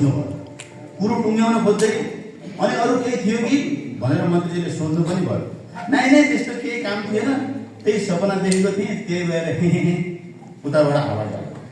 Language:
Nepali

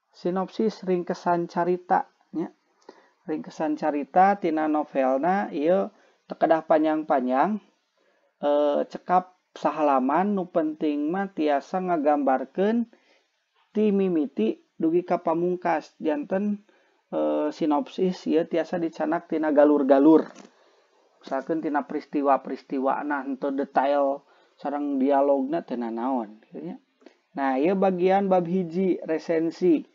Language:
Sundanese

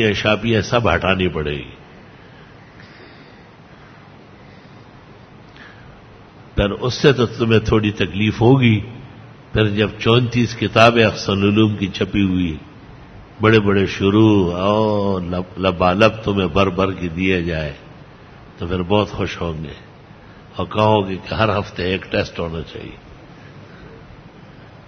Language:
Urdu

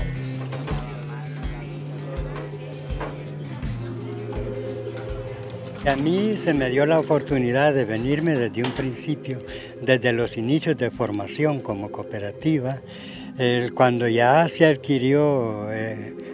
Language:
Spanish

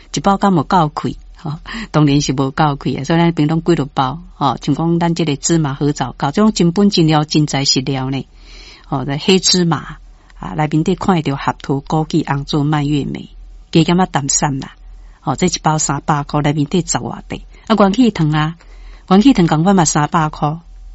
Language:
Min Nan Chinese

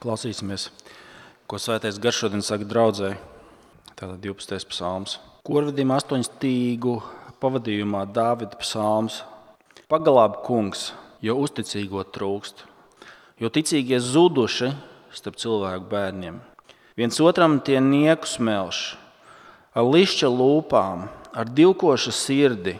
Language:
Latvian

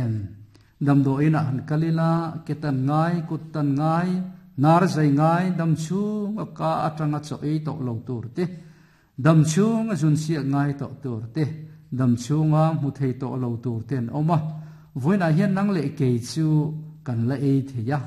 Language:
Mizo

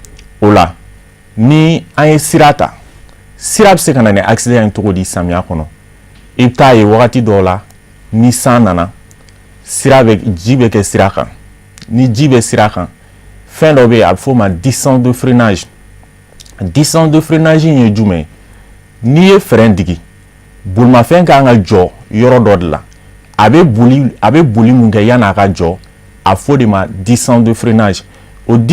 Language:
Bambara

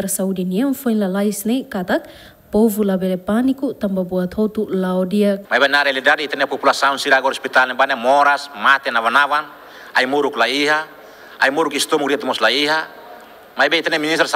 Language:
Tetum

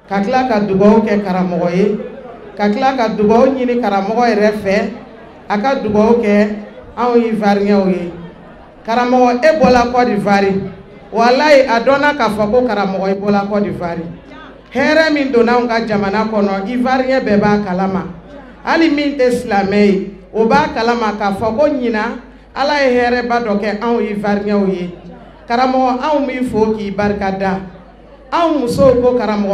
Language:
Bambara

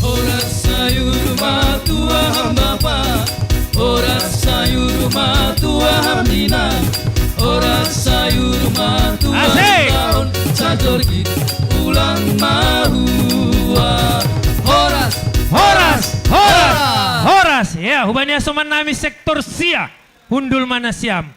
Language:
Batak Simalungun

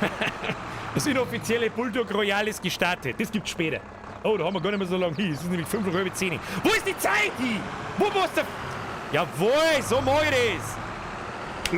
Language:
Bavarian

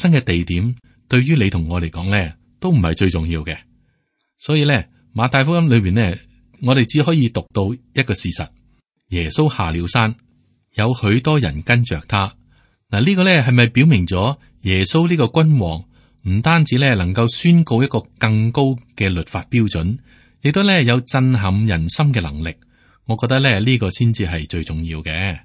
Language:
Cantonese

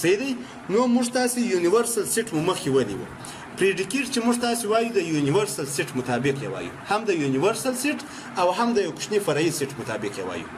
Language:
Pashto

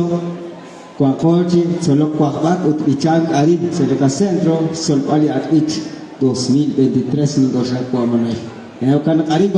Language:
Kekchí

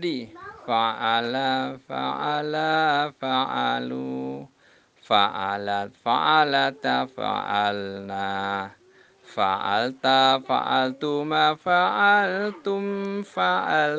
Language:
Javanese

